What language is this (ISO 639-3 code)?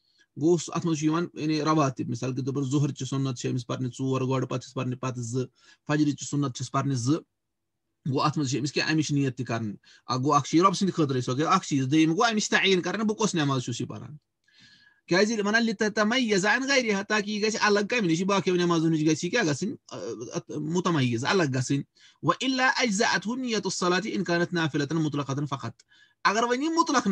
kas